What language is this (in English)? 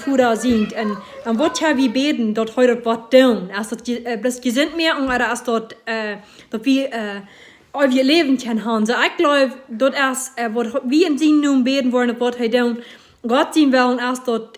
Plautdietsch